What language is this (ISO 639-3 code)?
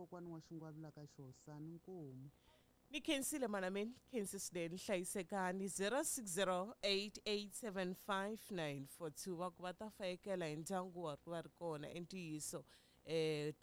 tso